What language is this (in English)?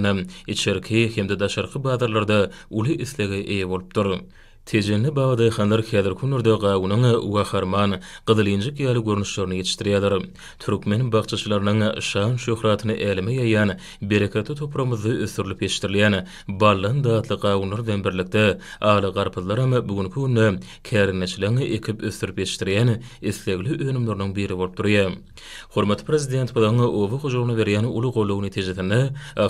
Turkmen